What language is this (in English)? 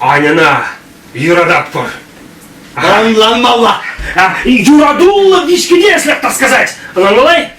Chuvash